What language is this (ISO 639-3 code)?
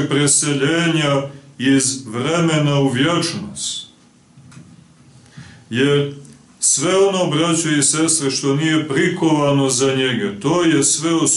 srp